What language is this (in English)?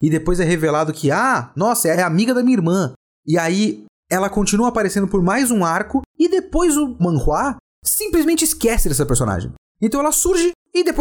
Portuguese